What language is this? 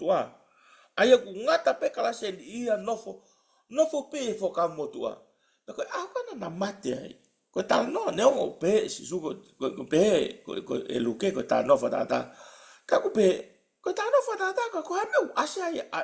Tongan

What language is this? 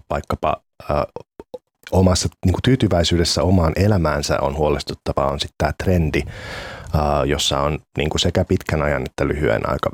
Finnish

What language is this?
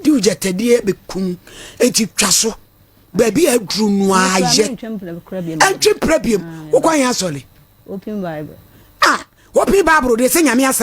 Akan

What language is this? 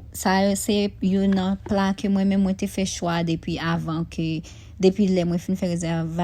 Haitian Creole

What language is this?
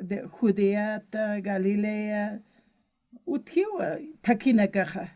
Aymara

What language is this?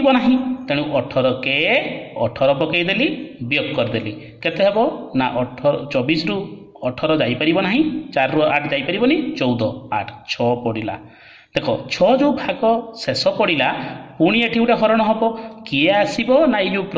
Odia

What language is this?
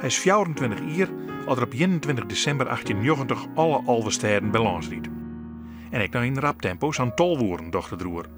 Western Frisian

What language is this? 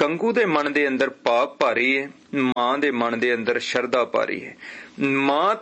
Punjabi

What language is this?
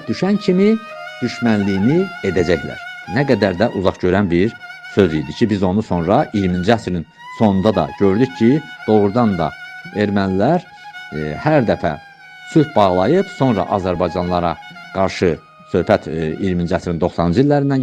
Azerbaijani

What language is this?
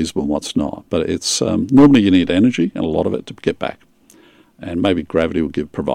English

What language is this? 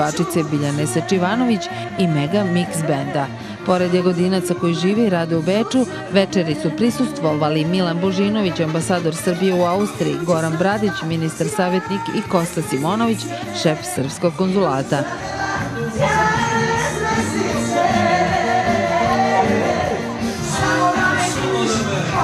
Serbian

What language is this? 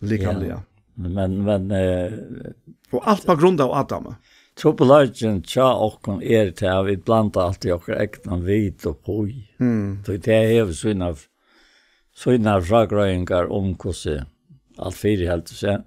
Faroese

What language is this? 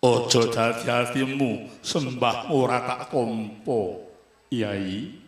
Javanese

